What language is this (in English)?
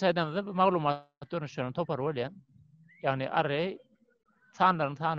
Turkmen